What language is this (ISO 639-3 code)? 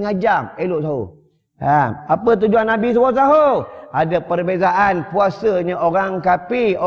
msa